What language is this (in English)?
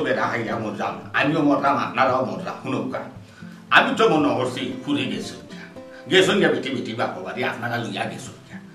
Sylheti